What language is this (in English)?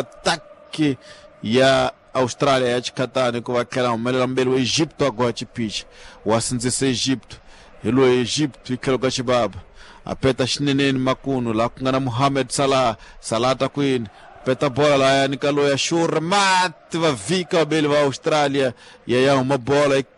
Tsonga